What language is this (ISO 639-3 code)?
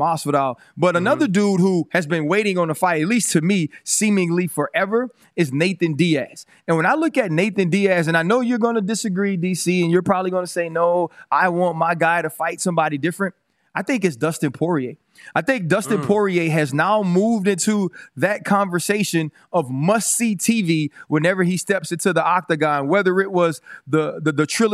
eng